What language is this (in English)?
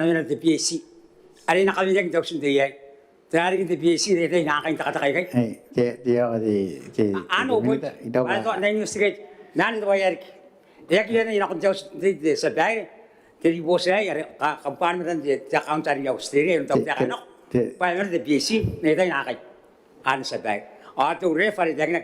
Gilbertese